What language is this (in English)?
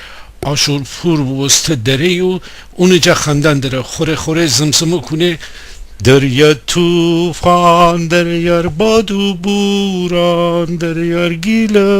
Gilaki